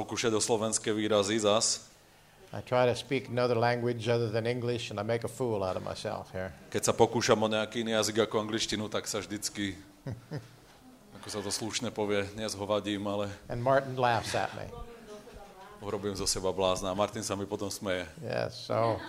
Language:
Slovak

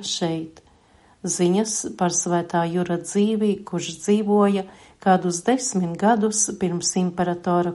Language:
Latvian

